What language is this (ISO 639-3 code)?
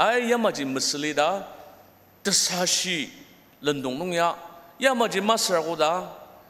njo